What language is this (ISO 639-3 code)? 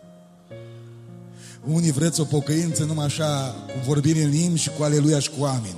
ron